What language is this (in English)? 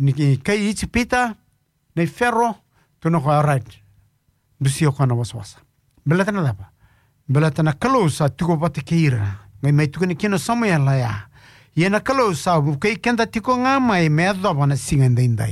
Fijian